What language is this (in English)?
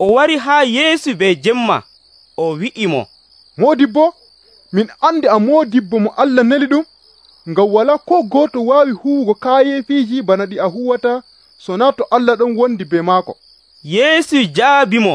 Nigerian Fulfulde